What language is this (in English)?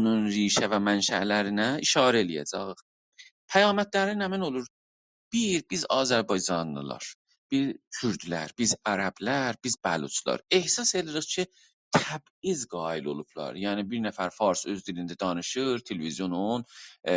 South Azerbaijani